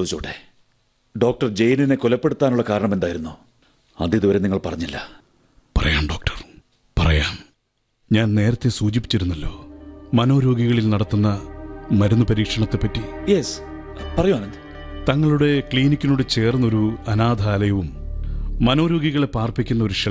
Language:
Malayalam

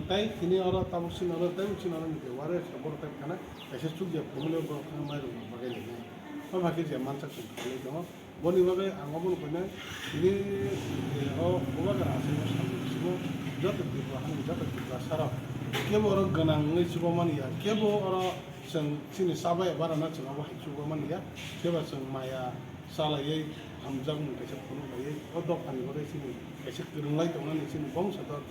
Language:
Kok Borok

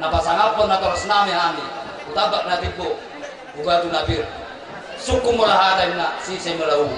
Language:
Batak Toba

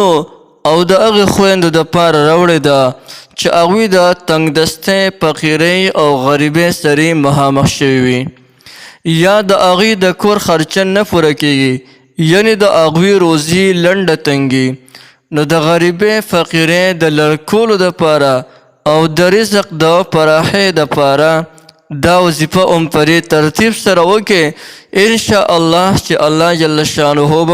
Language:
Pashto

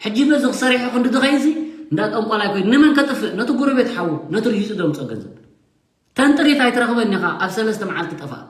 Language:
Tigrinya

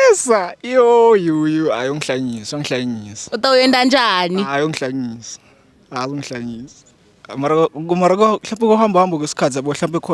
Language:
Zulu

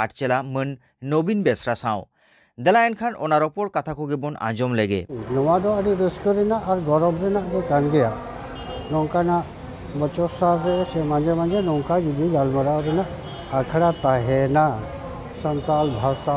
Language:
Santali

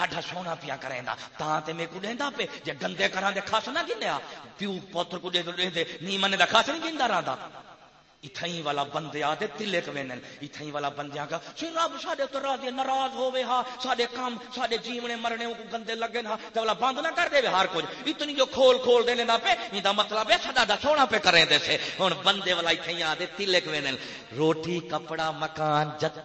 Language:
Saraiki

